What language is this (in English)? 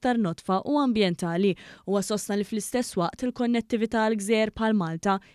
Maltese